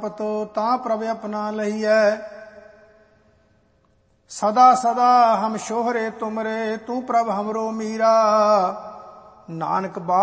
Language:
Punjabi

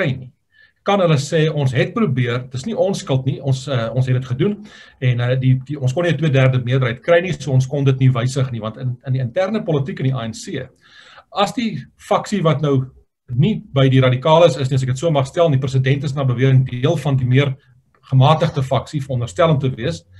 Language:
Afrikaans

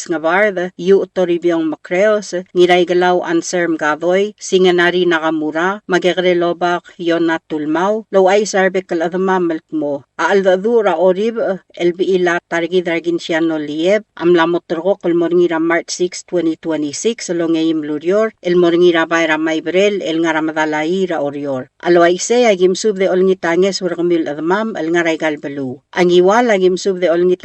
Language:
Palauan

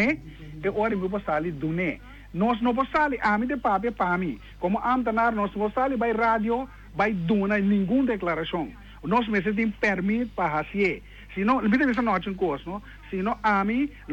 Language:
Papiamento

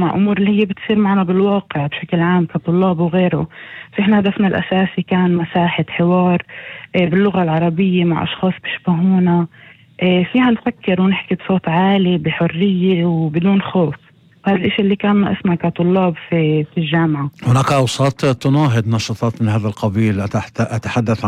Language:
North Levantine Arabic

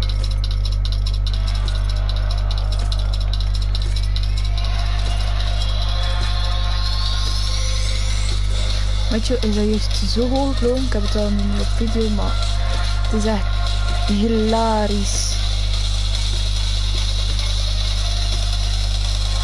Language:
Dutch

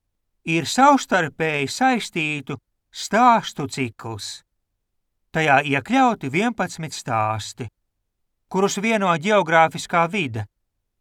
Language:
Latvian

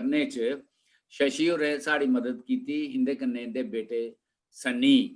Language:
Dogri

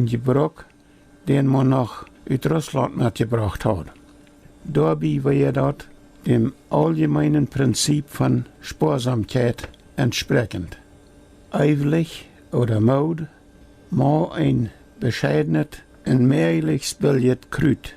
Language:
Plautdietsch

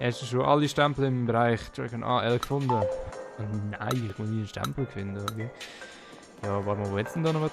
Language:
Swiss German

